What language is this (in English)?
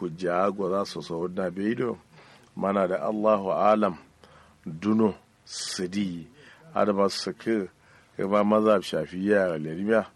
Kanuri